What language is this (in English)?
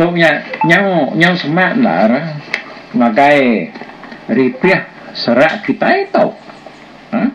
Iban